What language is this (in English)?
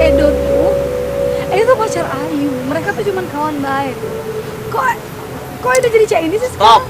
Musi